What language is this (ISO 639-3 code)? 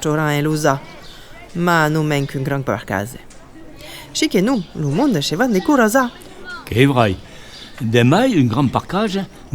oci